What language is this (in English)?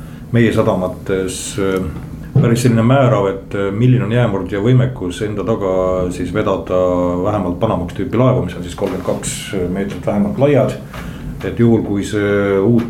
Estonian